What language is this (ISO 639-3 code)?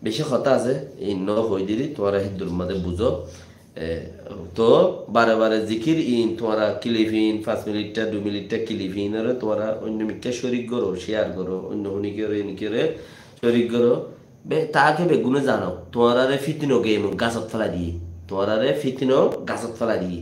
rhg